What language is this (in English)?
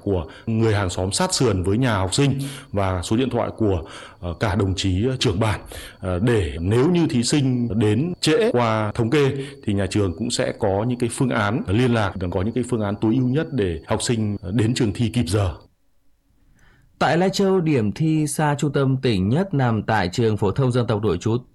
Vietnamese